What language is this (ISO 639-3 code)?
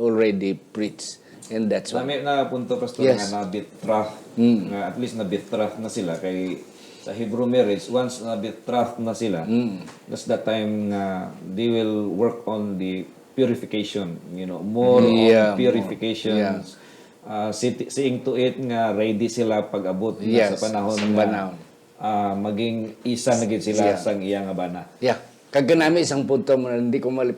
hil